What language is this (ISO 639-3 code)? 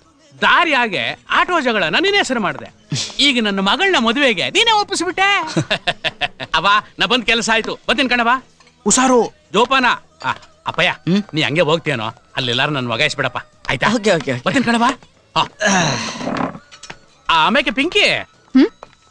kan